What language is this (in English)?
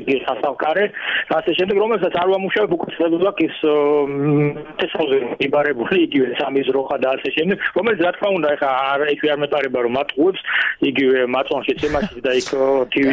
Georgian